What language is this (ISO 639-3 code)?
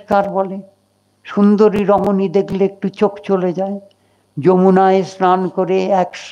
ben